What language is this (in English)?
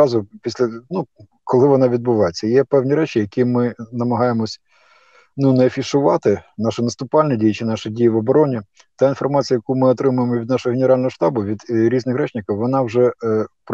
Ukrainian